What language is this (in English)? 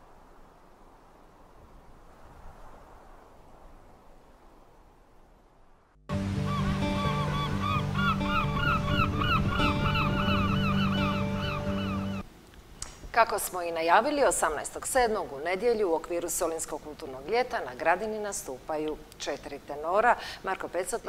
Croatian